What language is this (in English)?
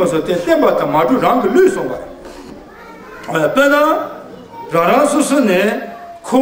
Tibetan